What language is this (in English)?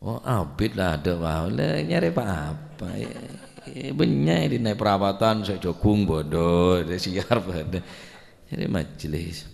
Madurese